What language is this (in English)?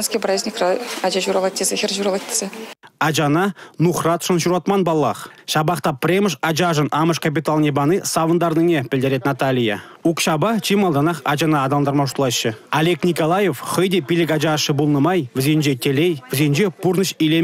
Chuvash